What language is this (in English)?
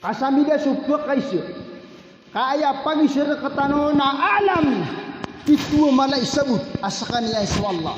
Maranao